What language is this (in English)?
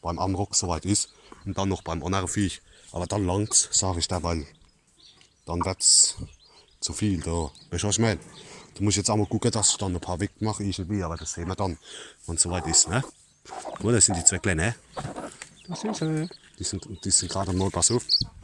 Palatine German